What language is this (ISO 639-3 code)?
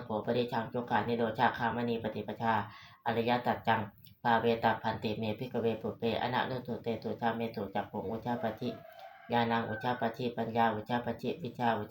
pli